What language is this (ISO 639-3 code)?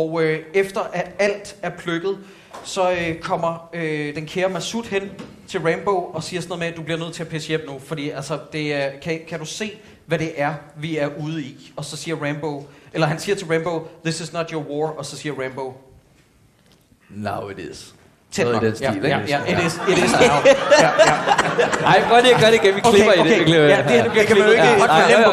dan